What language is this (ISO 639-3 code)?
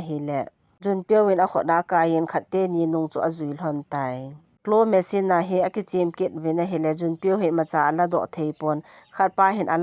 tcz